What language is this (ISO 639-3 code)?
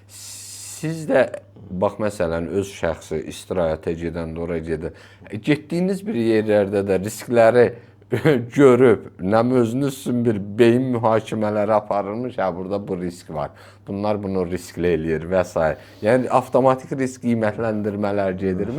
aze